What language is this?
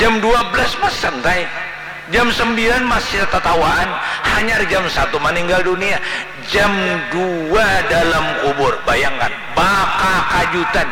Banjar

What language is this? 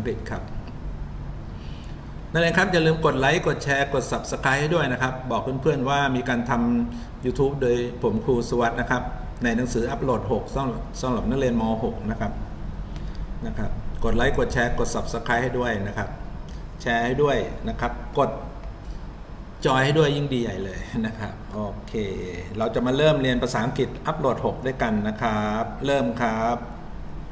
Thai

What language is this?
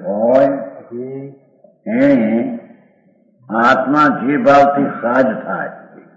Gujarati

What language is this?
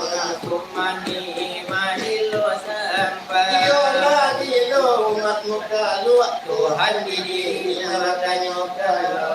Minangkabau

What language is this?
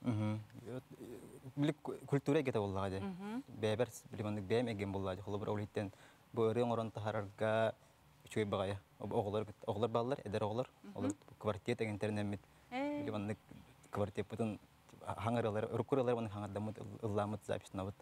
Yakut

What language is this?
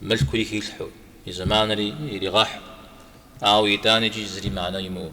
Kabardian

